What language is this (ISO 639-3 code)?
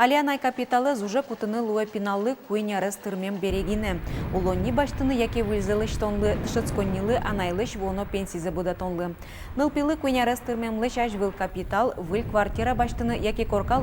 udm